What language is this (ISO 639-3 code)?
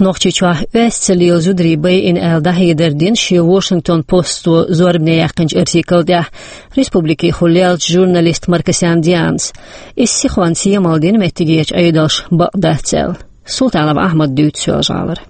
che